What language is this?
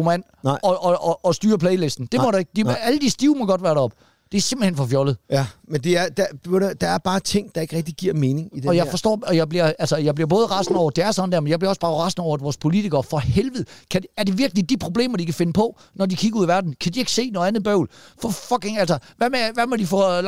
Danish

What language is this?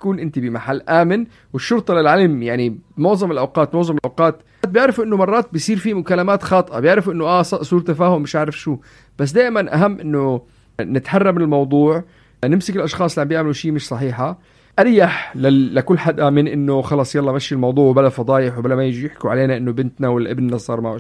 North Levantine Arabic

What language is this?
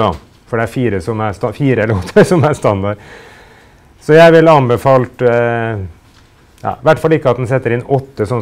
Norwegian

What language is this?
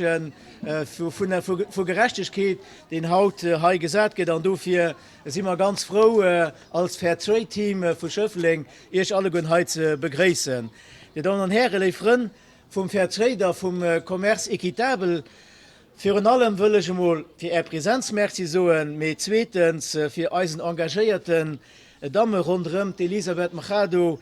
Luxembourgish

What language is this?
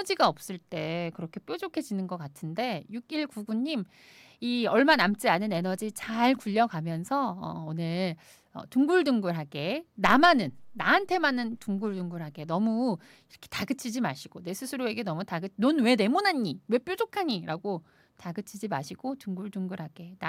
Korean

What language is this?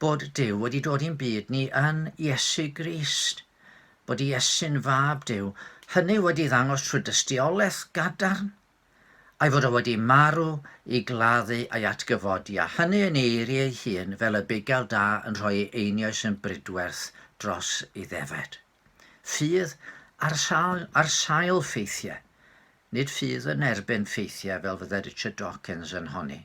Welsh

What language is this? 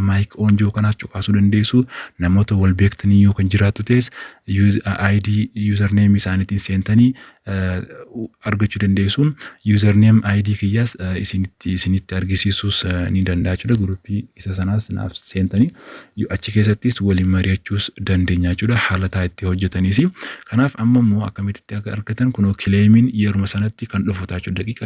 Oromo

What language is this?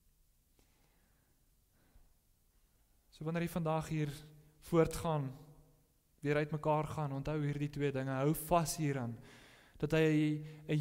Afrikaans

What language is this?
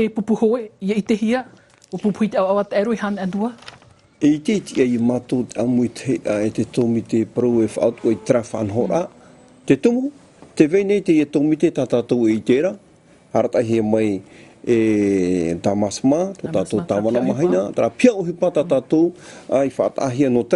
Tahitian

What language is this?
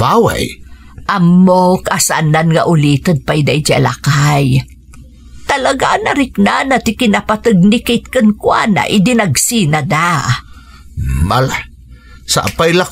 Iloko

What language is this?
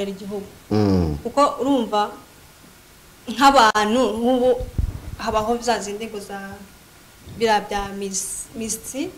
Kinyarwanda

